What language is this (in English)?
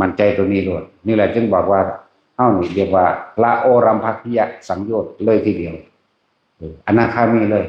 Northeastern Thai